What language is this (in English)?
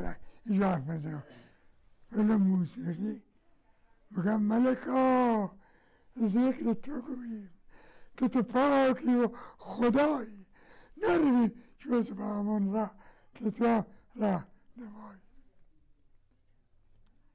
Persian